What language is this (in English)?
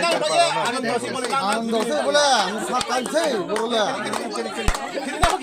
Kok Borok